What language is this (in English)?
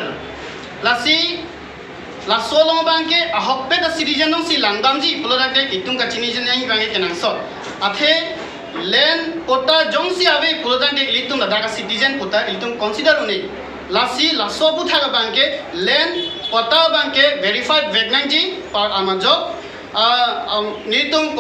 Karbi